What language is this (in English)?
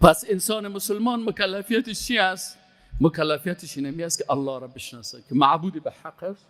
Persian